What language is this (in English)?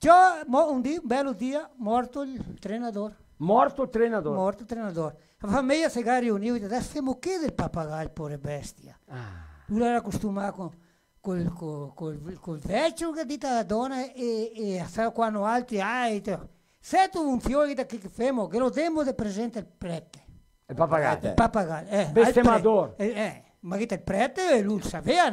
Venetian